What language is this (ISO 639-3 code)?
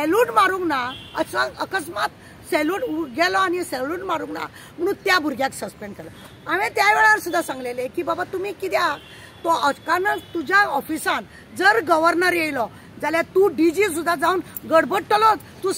kok